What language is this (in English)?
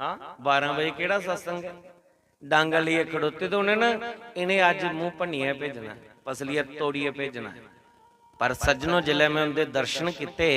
Dogri